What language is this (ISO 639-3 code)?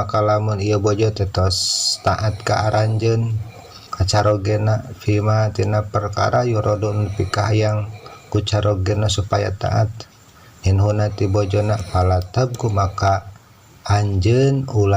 sun